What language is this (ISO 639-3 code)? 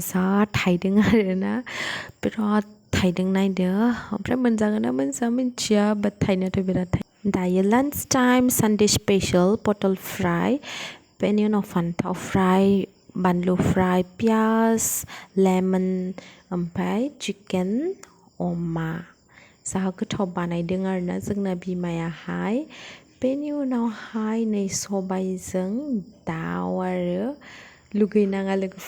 brx